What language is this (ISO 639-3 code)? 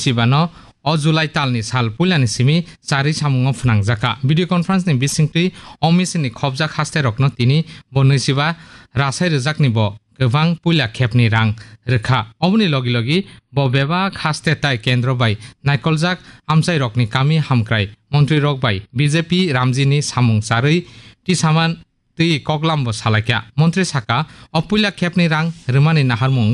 trp